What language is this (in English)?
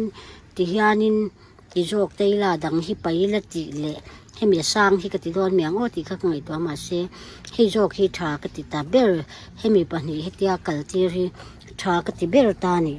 Mizo